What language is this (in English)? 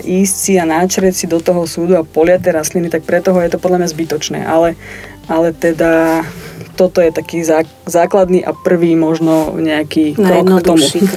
Slovak